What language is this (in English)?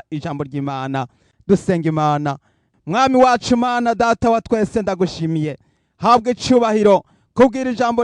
Rundi